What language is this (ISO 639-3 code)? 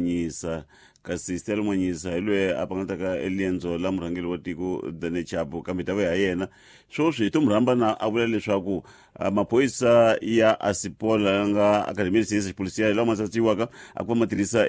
tso